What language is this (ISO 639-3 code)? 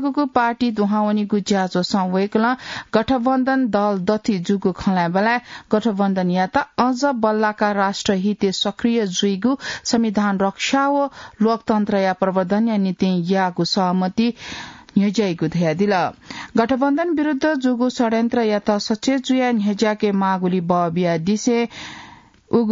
new